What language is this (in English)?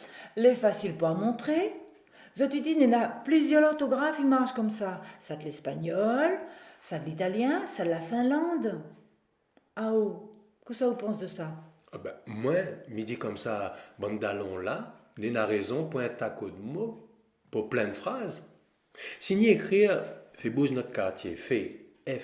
Réunion Creole French